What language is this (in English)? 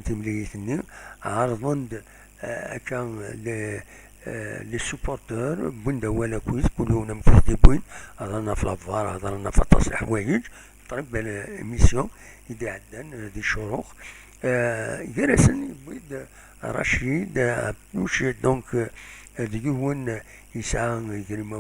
Kabyle